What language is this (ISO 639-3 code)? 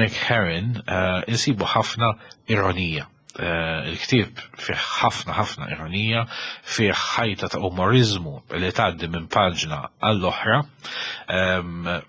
mlt